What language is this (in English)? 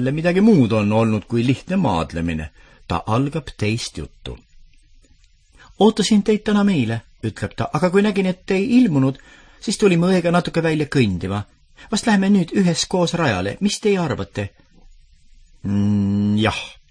Estonian